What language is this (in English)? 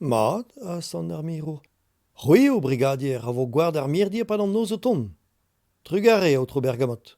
Breton